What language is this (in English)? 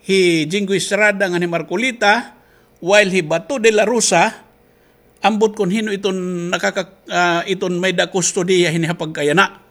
Waray